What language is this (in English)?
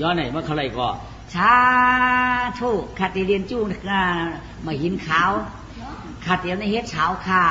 Shan